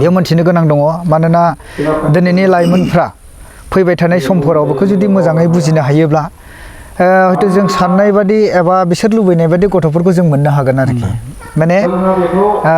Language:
Bodo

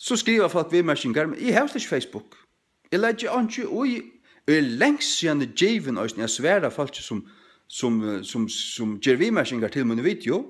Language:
Faroese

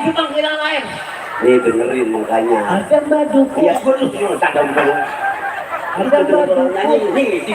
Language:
Betawi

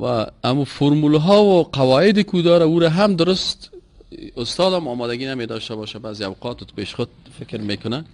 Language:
Persian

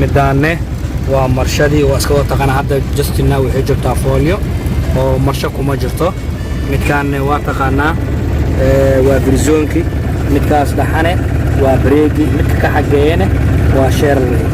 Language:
Somali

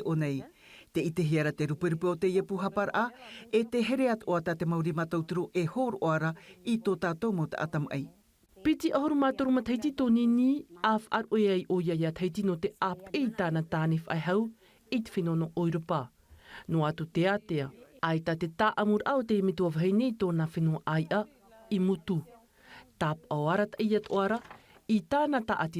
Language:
Tahitian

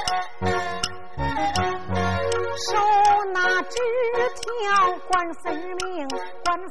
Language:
Chinese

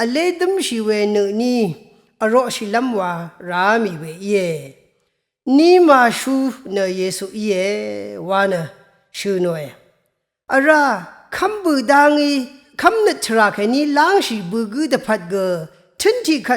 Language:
Rawang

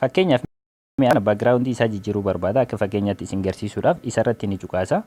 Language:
Oromo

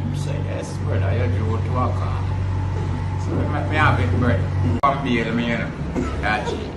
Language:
Jamaican Creole English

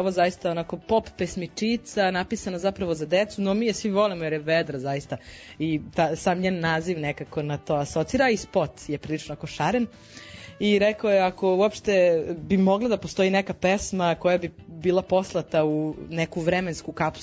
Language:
Serbian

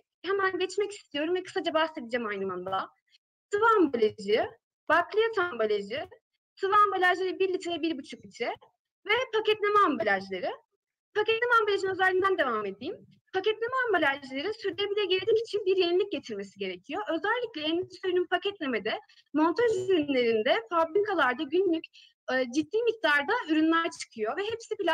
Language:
Turkish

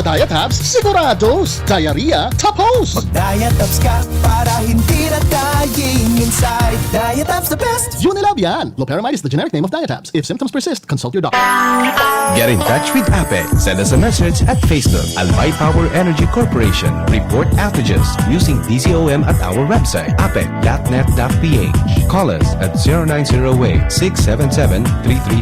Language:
Bikol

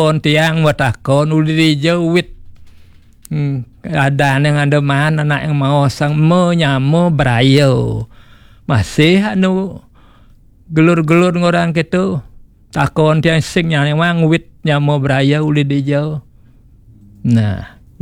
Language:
Balinese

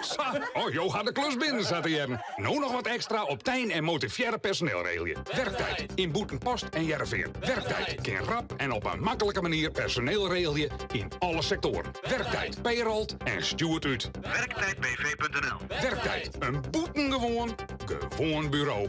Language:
Western Frisian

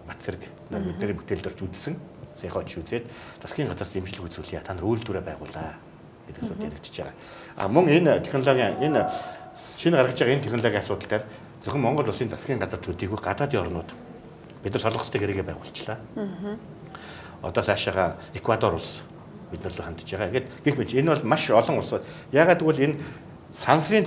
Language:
Mongolian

